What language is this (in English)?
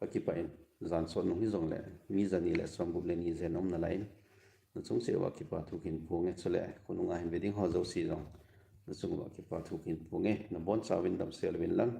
Thado Chin